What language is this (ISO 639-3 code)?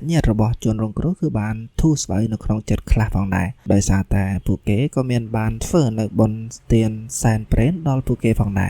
khm